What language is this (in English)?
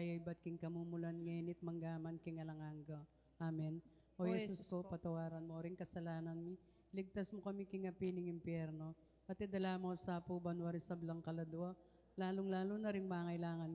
Pampanga